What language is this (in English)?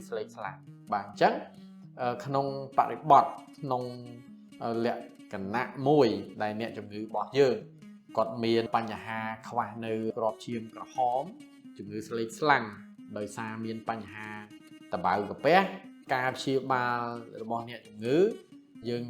Khmer